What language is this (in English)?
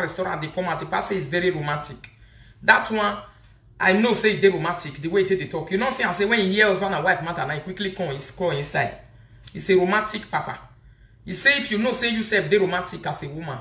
Nigerian Pidgin